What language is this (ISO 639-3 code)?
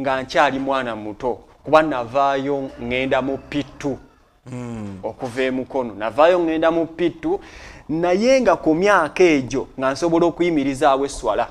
lug